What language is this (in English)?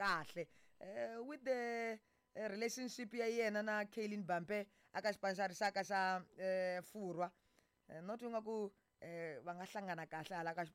Tsonga